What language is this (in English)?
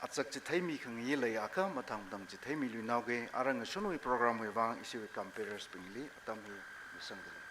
Tangkhul Naga (India)